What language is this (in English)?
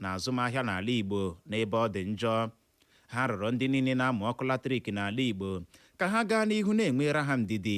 Igbo